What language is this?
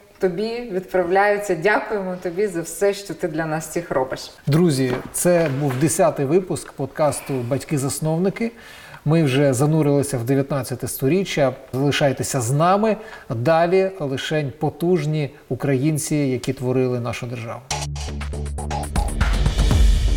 Ukrainian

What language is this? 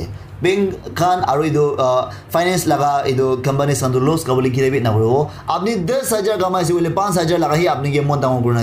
Naga Pidgin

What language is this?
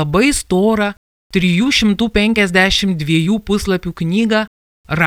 Lithuanian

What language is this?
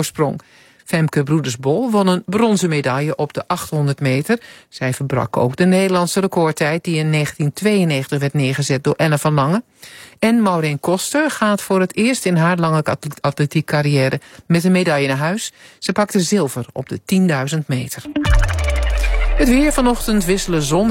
Dutch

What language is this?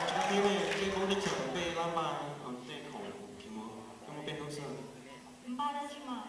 Hmong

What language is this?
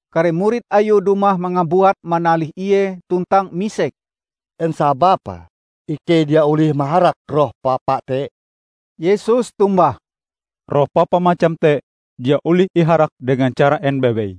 Ngaju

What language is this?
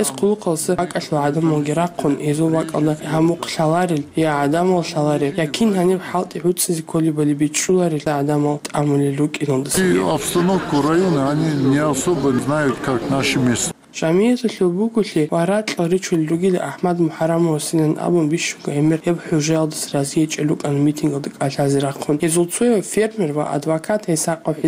Avaric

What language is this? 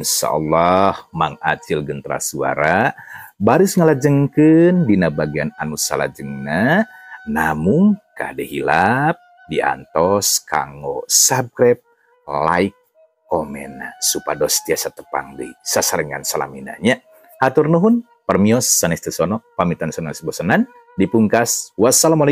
Sundanese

